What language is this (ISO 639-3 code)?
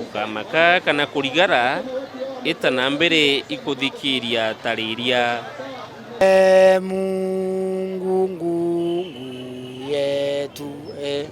mer